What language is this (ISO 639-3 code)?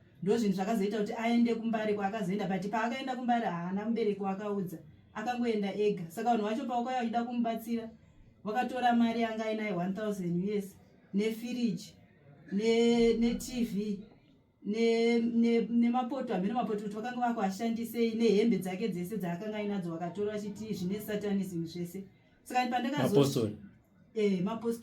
sna